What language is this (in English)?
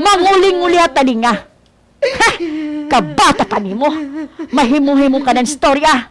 Waray